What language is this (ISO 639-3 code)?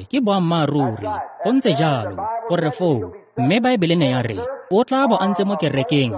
tsn